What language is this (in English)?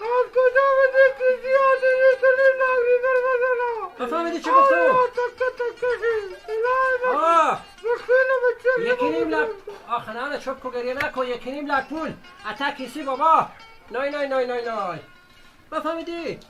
Persian